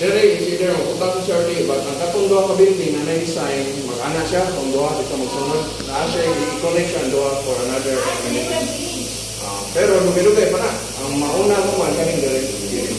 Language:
Cebuano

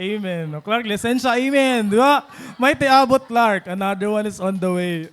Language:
Waray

